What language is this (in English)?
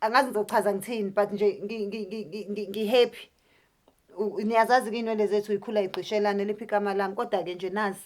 Zulu